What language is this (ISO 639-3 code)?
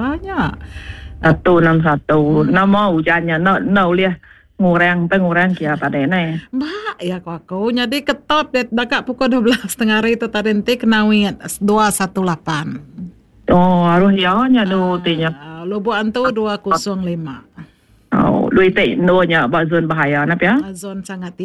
iba